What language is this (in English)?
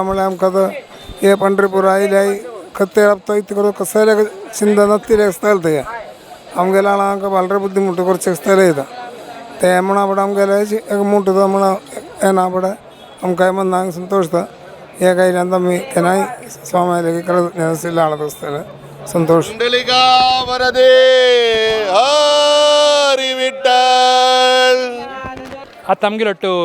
Konkani